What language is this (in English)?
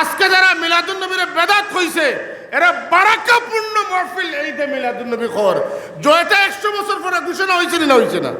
Sylheti